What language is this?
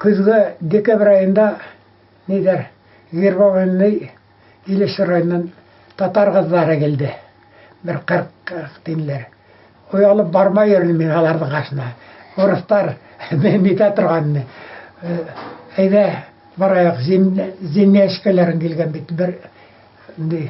Bashkir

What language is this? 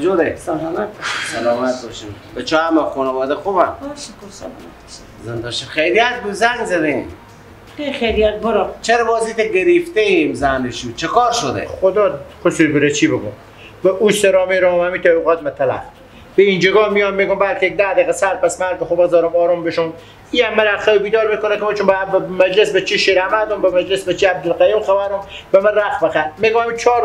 Persian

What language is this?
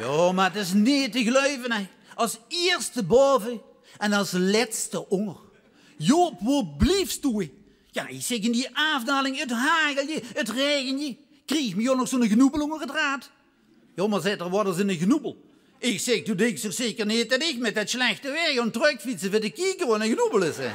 Limburgish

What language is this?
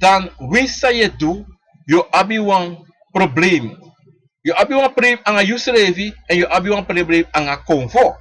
Sranan Tongo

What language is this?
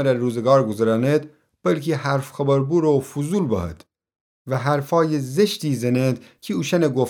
Gilaki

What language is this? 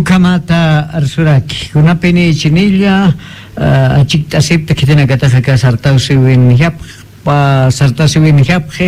Aymara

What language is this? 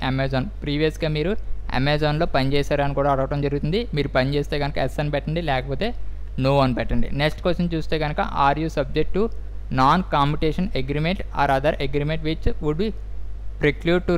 Telugu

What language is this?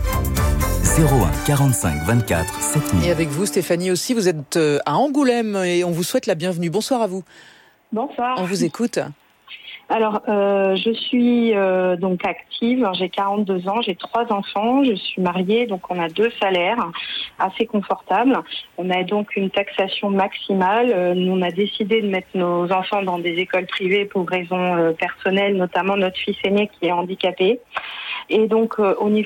French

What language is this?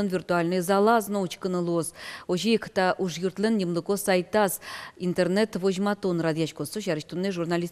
Udmurt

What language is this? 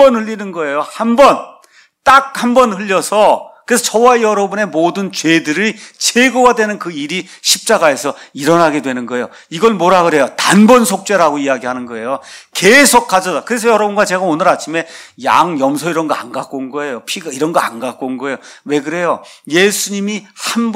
Korean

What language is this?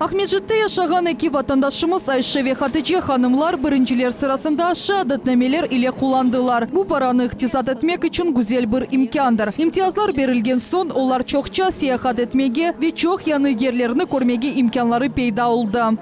Crimean Tatar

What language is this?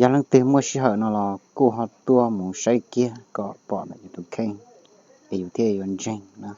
Hmong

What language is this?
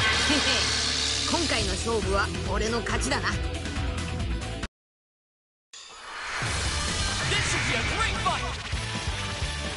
Japanese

